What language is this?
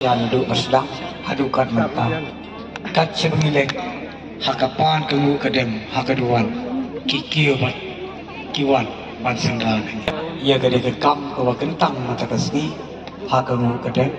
Khasi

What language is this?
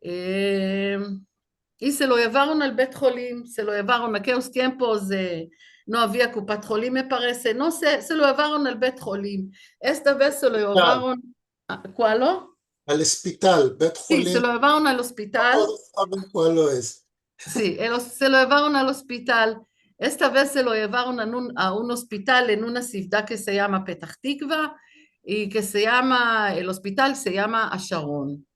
Ladino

